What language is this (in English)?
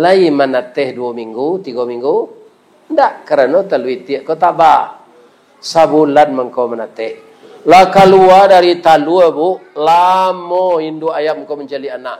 Minangkabau